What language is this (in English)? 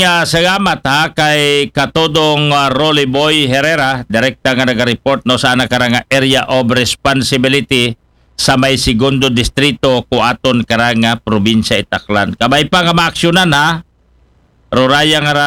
Aklanon